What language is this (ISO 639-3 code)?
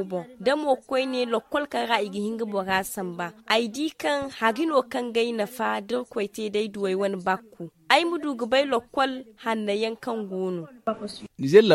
dje